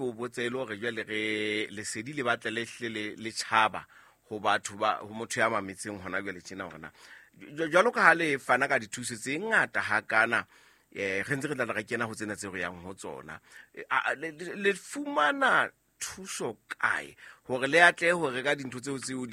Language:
Southern Sotho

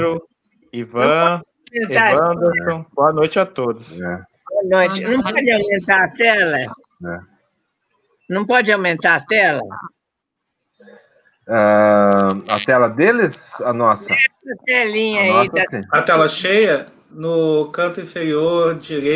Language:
Portuguese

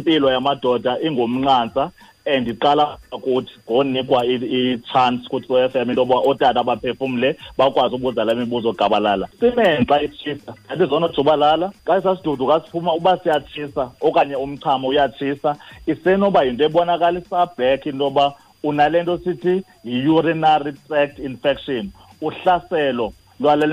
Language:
Xhosa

